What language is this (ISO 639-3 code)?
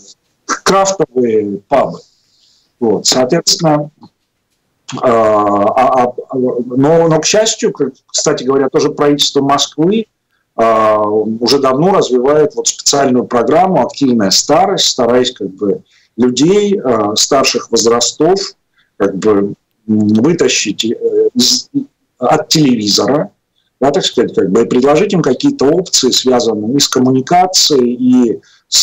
rus